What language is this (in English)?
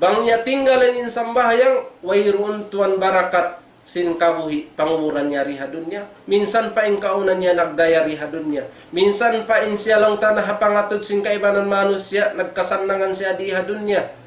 Tausug